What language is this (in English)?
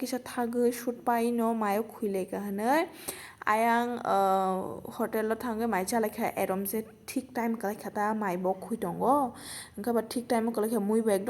Kok Borok